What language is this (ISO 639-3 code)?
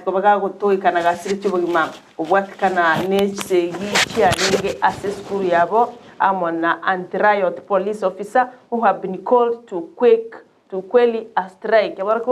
guz